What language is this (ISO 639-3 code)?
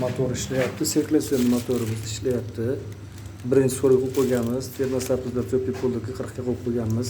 uzb